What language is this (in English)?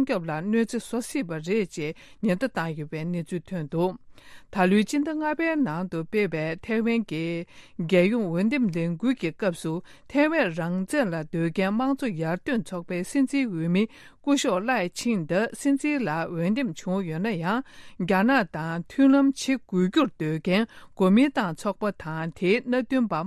Tibetan